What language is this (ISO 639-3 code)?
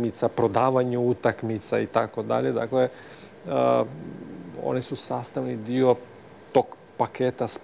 hrv